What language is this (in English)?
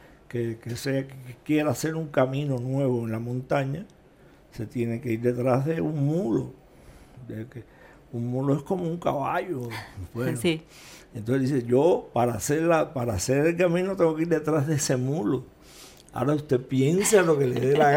Spanish